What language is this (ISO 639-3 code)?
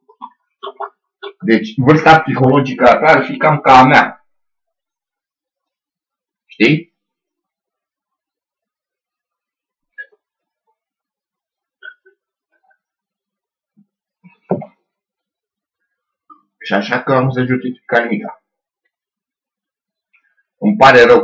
ron